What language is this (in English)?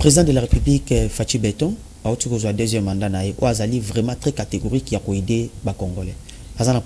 Lingala